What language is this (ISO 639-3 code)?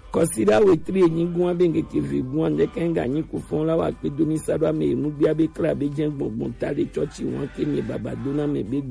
gej